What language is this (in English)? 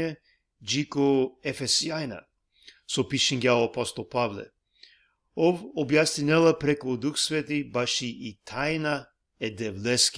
Balkan Romani